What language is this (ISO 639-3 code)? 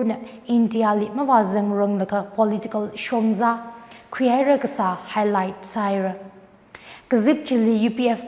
nmf